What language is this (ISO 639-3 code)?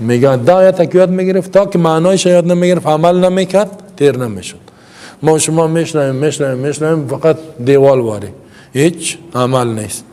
fas